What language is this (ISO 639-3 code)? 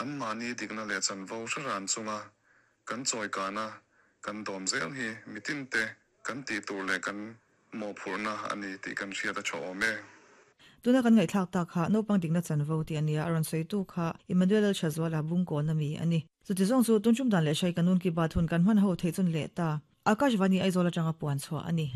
lus